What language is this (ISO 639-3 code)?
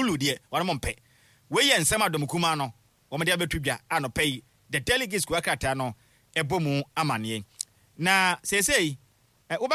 aka